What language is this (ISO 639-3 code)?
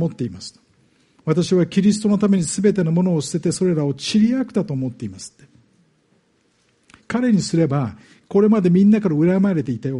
jpn